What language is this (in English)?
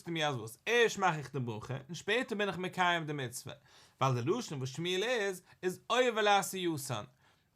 Yiddish